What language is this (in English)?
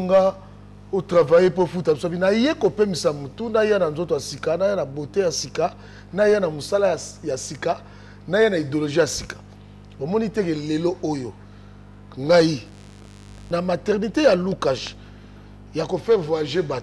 Lingala